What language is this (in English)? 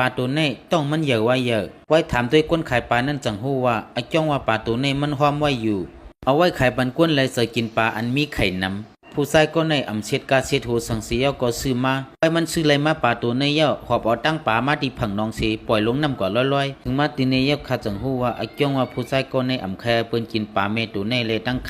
Shan